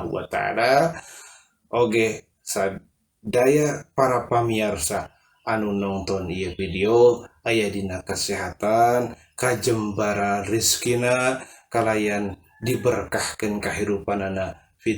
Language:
Sundanese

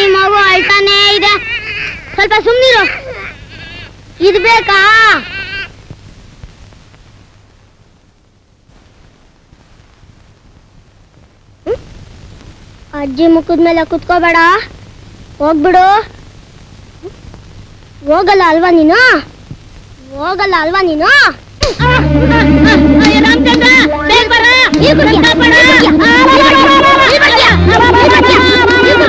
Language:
Kannada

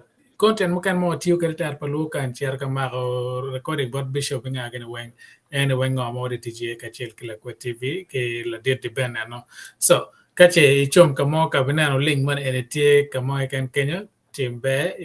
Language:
Acoli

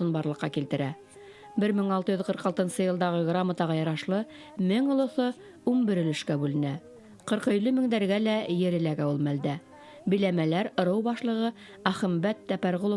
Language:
Bashkir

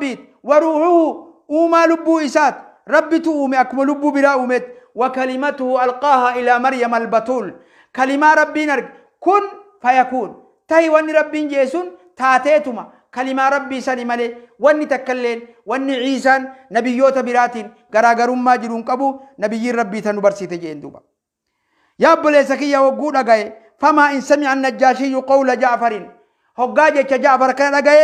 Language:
Oromo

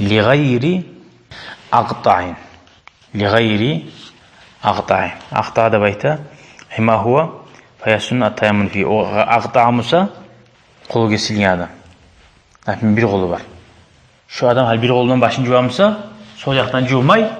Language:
Kumyk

